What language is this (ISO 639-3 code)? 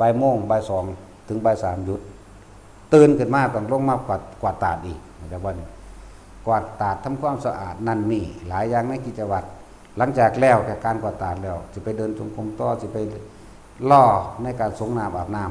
lao